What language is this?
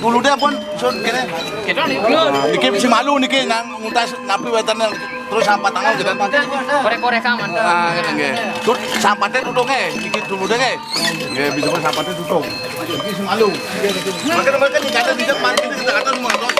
Balinese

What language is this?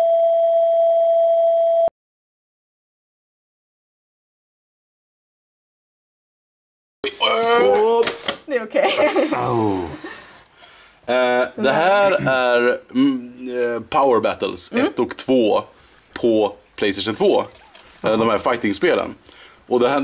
Swedish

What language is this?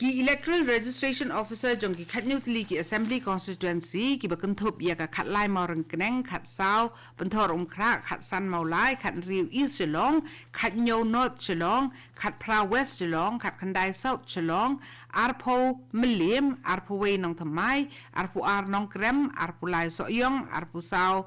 Khasi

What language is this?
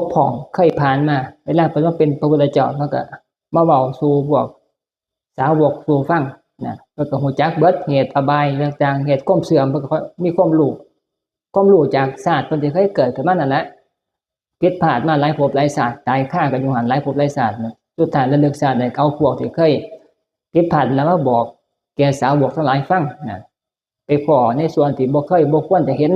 Northeastern Thai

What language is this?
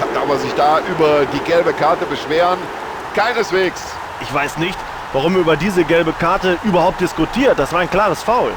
Bavarian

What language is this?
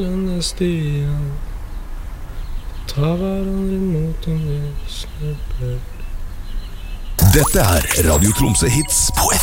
Norwegian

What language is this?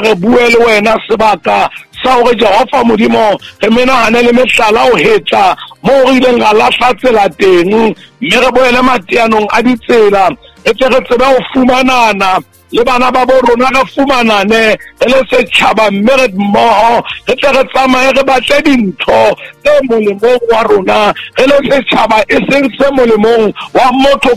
Southern Sotho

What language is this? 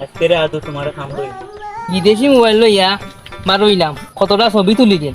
Sylheti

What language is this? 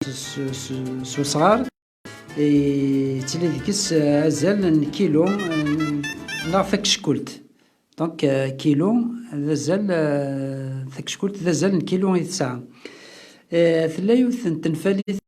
Kabyle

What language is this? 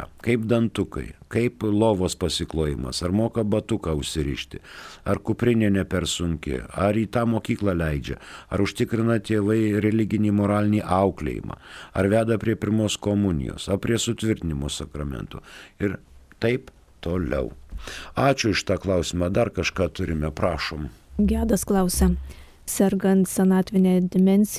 Lithuanian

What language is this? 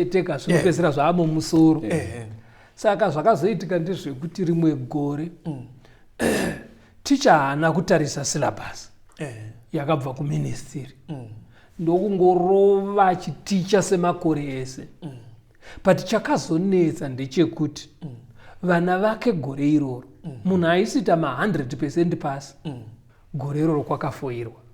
Shona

